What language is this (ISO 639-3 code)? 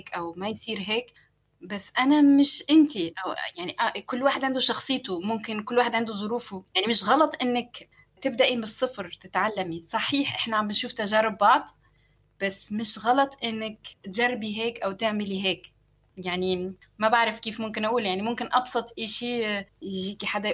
apc